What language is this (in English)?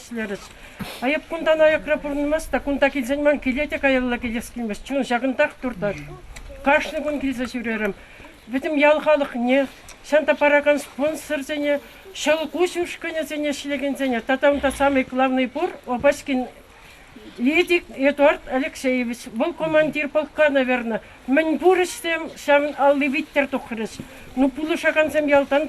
Chuvash